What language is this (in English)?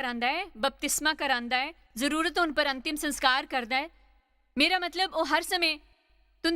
Dogri